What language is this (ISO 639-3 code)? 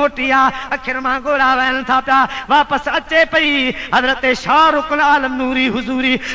snd